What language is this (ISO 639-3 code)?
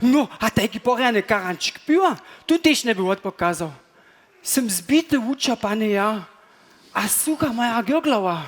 hsb